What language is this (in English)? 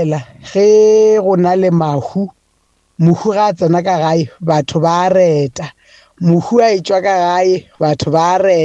Northern Sotho